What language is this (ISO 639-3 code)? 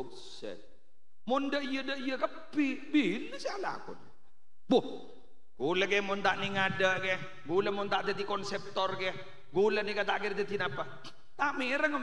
mad